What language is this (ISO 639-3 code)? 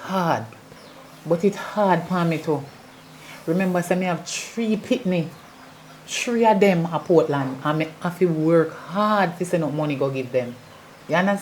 jam